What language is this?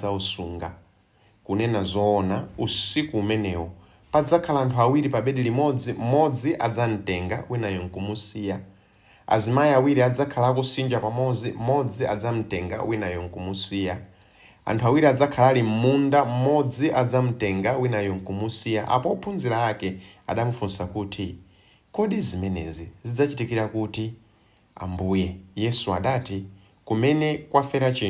Nyanja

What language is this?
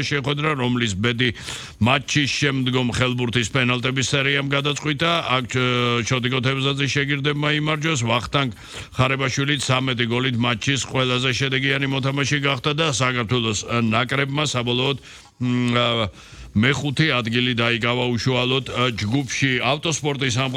Georgian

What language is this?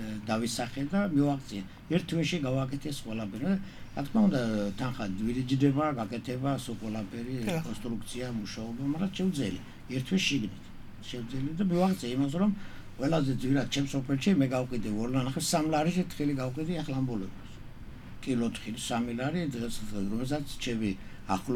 Georgian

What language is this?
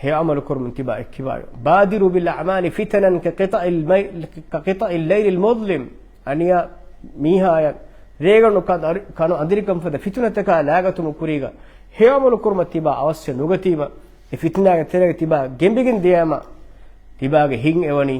Divehi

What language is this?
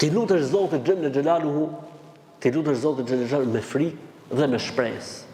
Albanian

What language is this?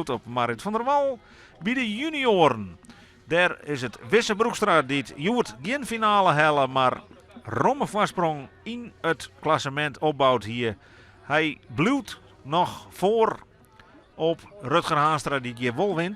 Western Frisian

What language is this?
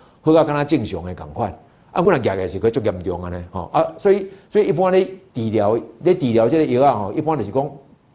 Min Nan Chinese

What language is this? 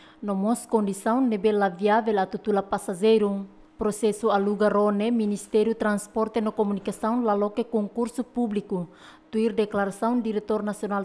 Tetum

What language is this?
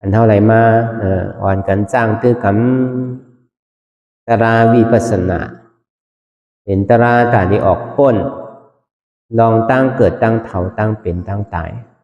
Shan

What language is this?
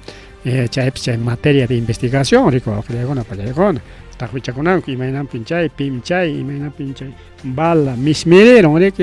Ayacucho Quechua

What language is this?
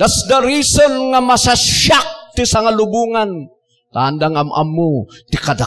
Iloko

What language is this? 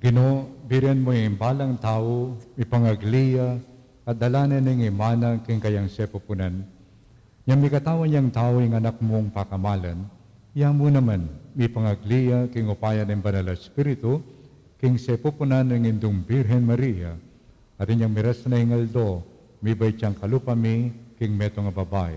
Pampanga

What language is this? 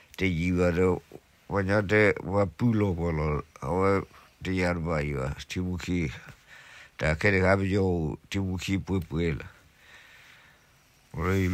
S'gaw Karen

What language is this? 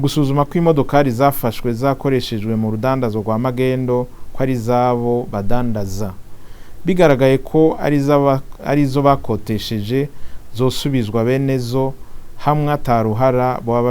Rundi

